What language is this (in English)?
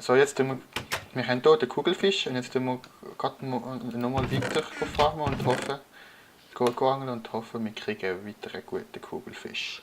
Swiss German